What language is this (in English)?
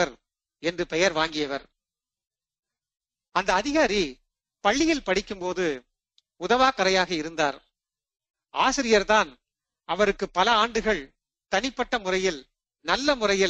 Tamil